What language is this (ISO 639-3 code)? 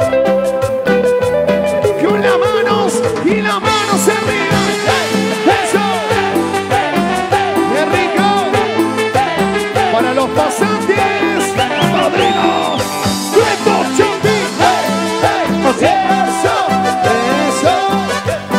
spa